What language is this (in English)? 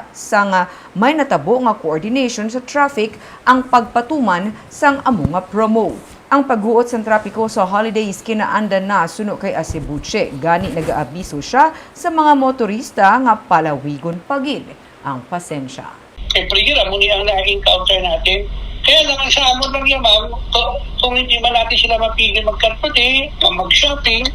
Hiligaynon